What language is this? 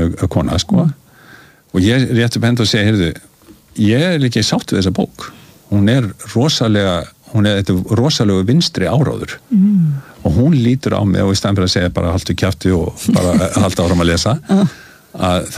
Icelandic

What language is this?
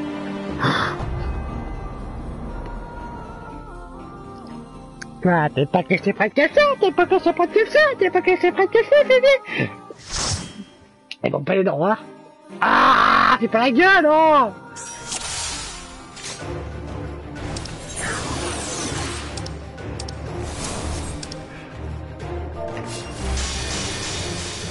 French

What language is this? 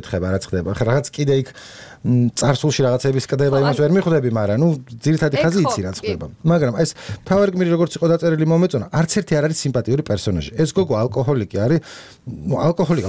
Georgian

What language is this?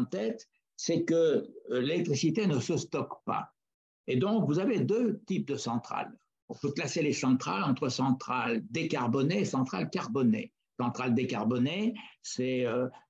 French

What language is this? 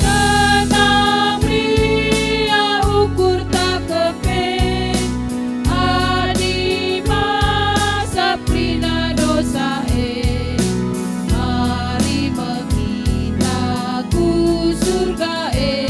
Batak Karo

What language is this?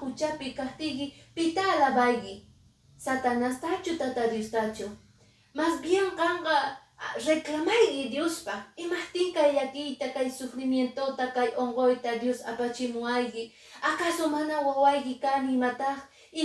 Quechua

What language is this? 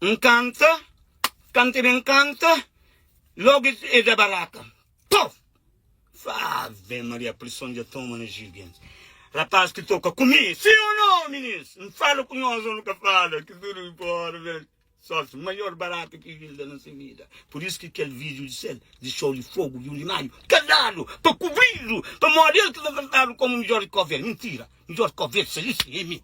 Kabuverdianu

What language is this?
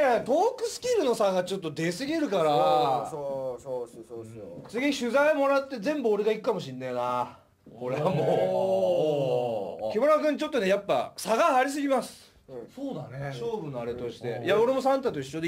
Japanese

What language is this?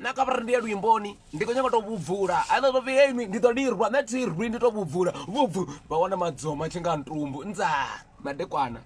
Venda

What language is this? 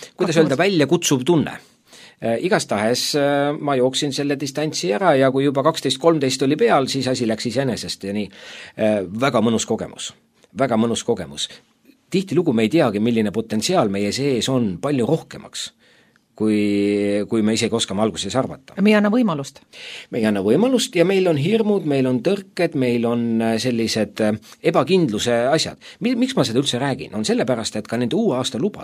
Estonian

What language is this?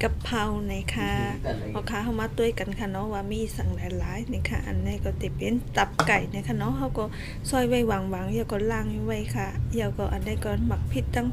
Shan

